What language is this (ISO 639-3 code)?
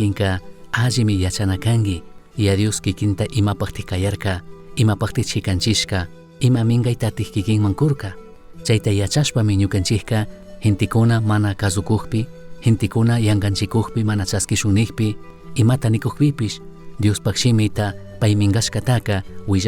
qug